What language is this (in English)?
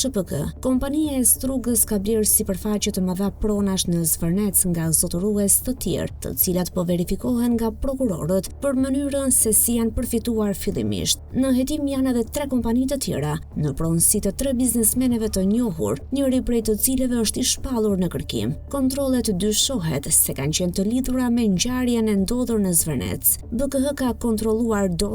Albanian